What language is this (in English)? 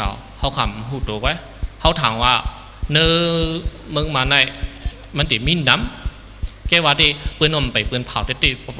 Shan